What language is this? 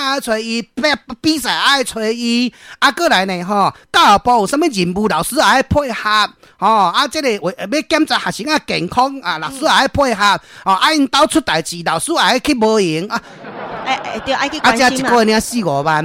Min Nan Chinese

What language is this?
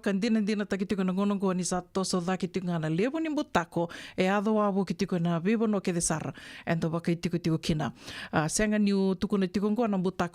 Fijian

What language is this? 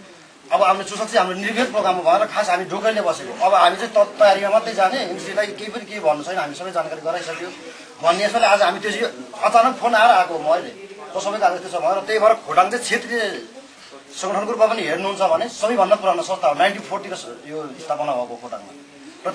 Nepali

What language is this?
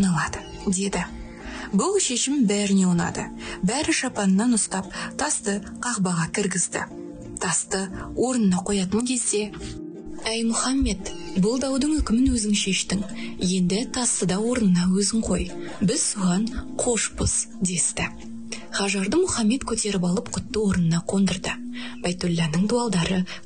Kazakh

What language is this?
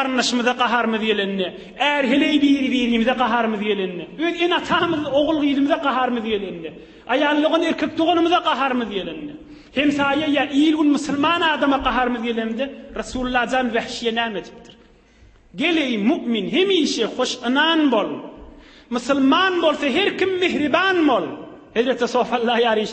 Turkmen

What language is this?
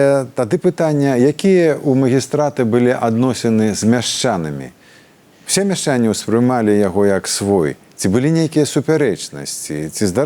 Belarusian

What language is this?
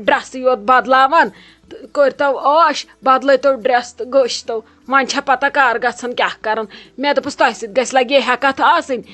Kashmiri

